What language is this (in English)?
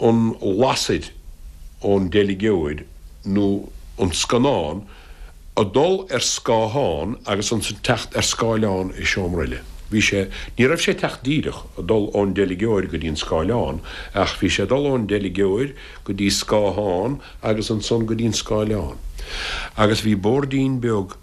Irish